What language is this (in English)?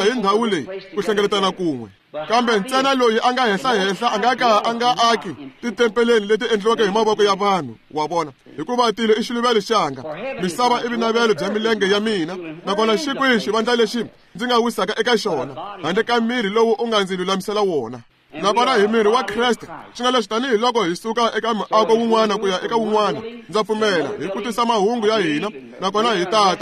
Tsonga